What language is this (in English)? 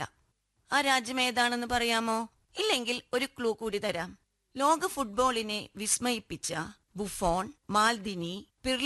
Malayalam